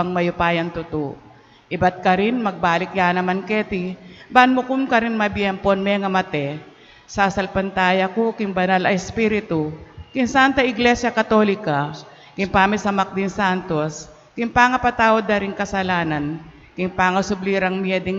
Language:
Pampanga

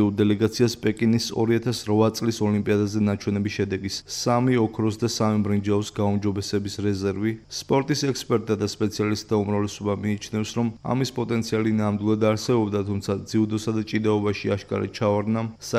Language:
Georgian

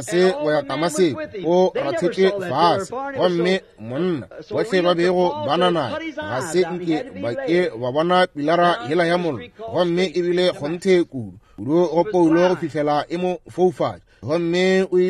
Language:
Northern Sotho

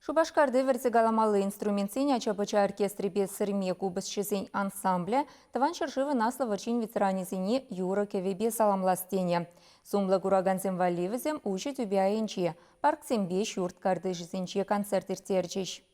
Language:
Chuvash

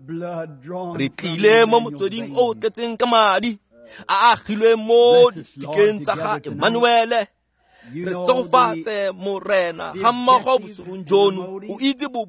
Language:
Tswana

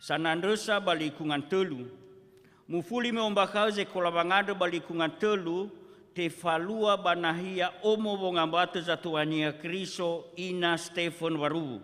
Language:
Nias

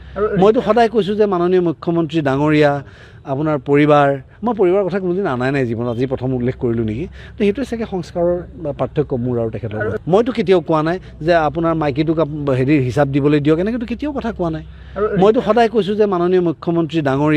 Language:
Assamese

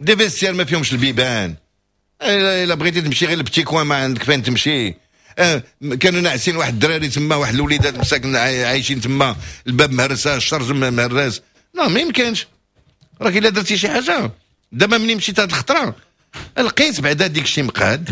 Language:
Moroccan Arabic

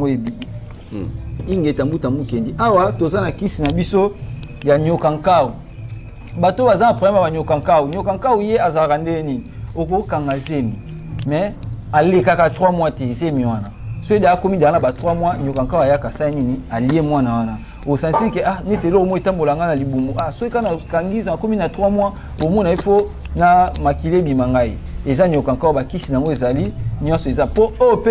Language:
Lingala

